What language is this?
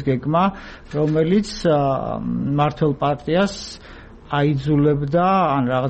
Georgian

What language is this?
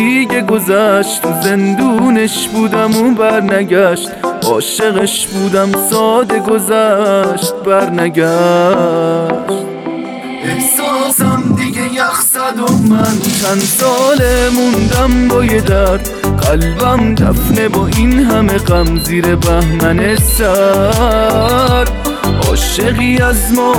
Persian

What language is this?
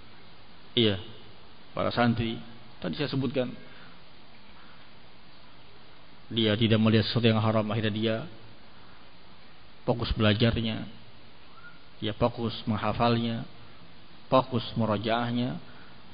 Indonesian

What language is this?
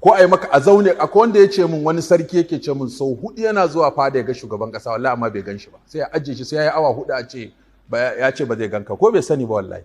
Hausa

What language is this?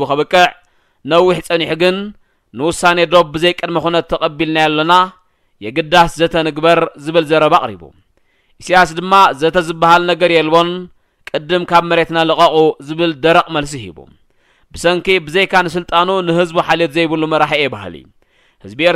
Tigrinya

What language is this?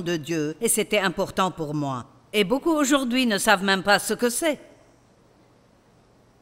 French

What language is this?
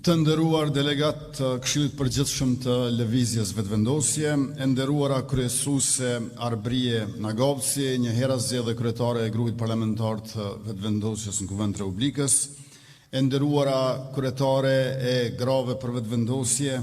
Albanian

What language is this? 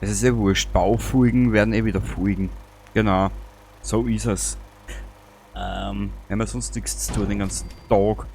Bavarian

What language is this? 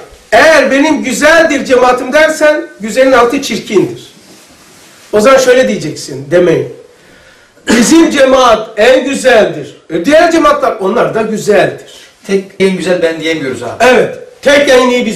Turkish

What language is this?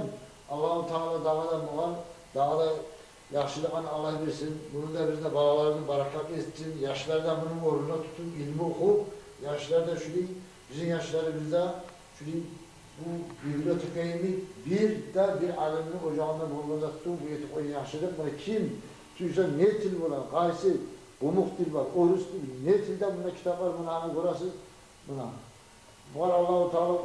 Kumyk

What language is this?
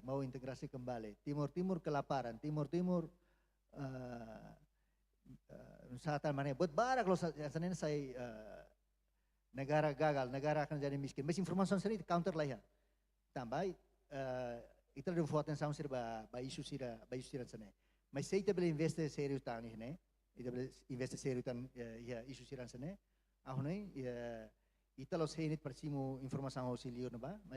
Tetum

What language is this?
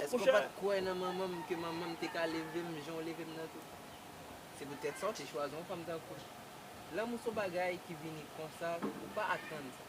Haitian Creole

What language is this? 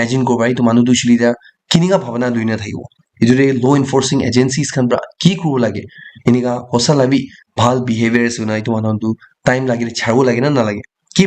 Naga Pidgin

